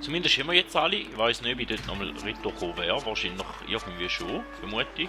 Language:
Swiss German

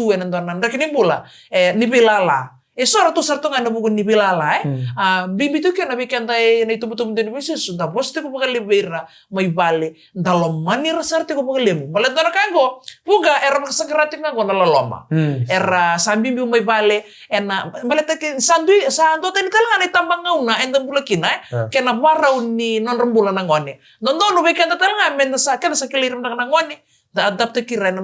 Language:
Fijian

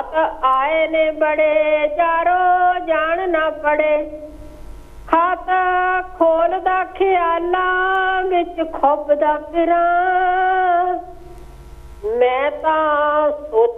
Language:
Punjabi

